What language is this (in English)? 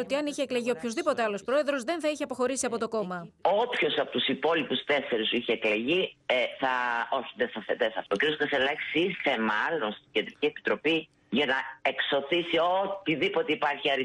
Greek